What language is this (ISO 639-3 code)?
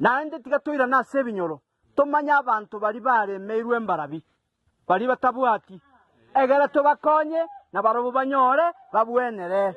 guz